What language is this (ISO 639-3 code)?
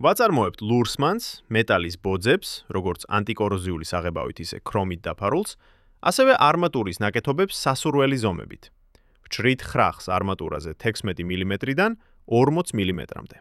kat